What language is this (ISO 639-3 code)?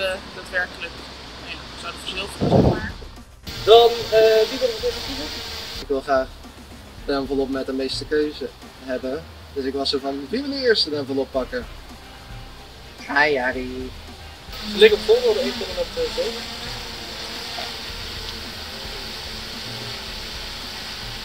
nld